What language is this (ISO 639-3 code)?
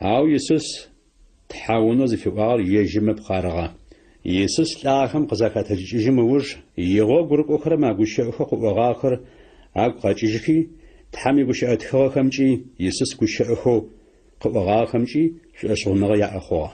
ady